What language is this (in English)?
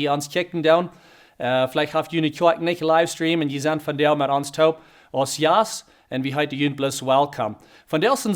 Plautdietsch